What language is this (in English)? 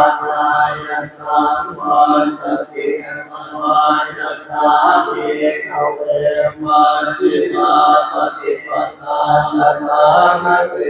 Pali